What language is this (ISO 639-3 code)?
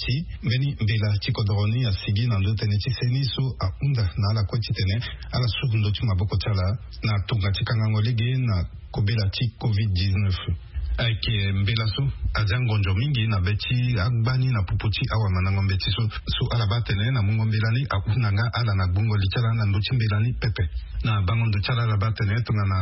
sag